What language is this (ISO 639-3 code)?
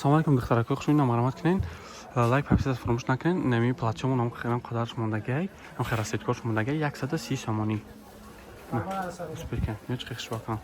tgk